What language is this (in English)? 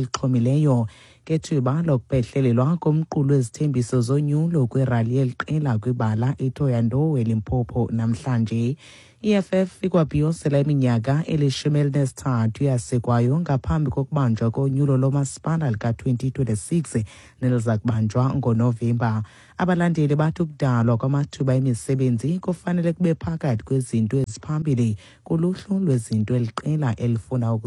Xhosa